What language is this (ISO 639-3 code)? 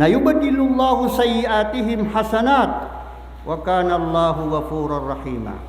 mrw